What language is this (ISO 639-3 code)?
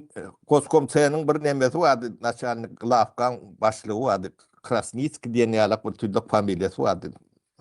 tuk